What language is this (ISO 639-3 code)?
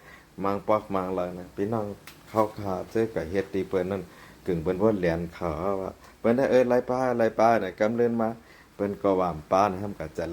shn